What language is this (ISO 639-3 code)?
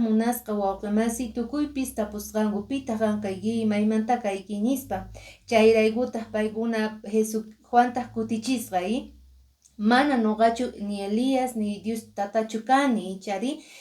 que